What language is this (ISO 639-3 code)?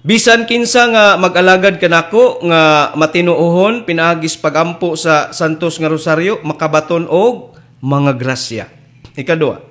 ceb